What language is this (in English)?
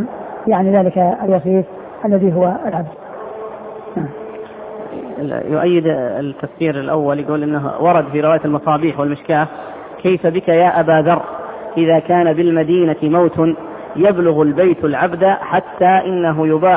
Arabic